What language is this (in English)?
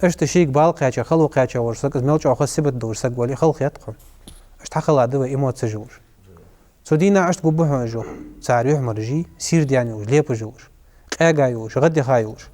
Ingush